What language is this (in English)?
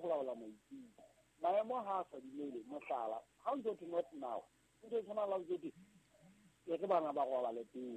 Southern Sotho